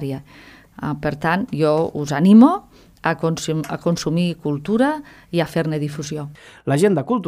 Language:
Catalan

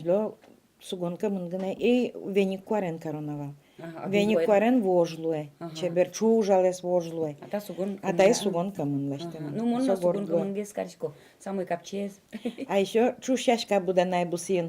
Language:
Udmurt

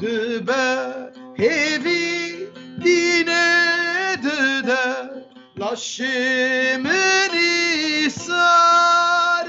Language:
Kurdish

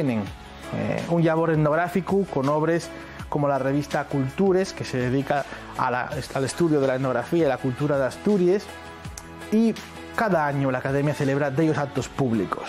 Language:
Asturian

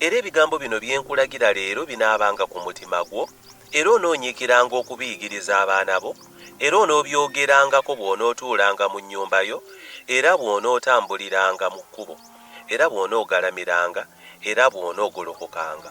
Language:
Ganda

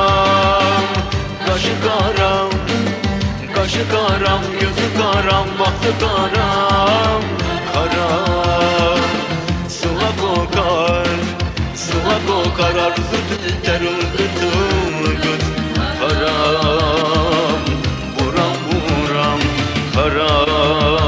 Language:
Turkish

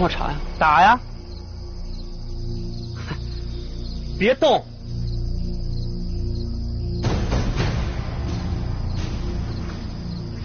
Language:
Chinese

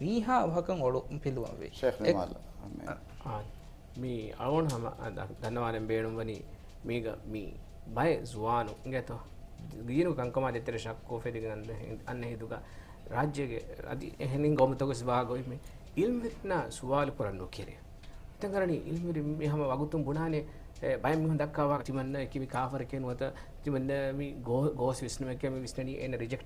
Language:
Divehi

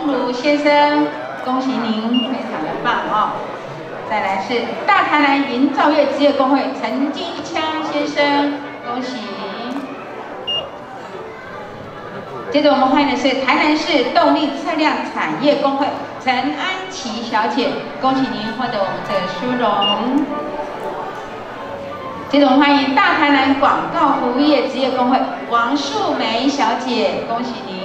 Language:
Chinese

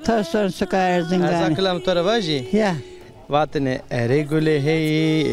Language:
Zaza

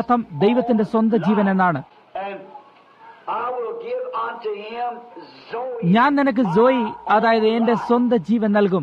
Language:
Malayalam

